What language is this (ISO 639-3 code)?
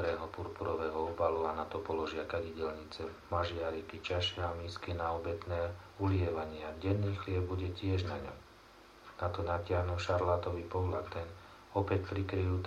slk